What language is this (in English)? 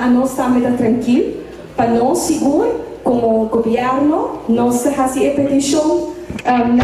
Papiamento